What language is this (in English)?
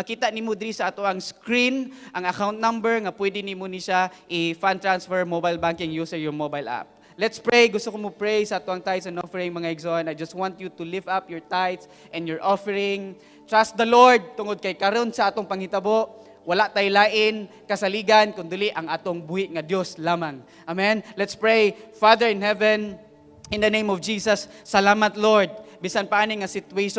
Cebuano